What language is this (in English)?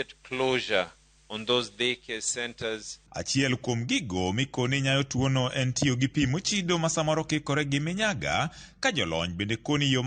Luo (Kenya and Tanzania)